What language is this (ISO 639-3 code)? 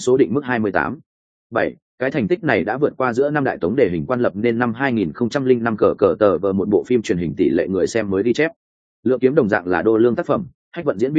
vie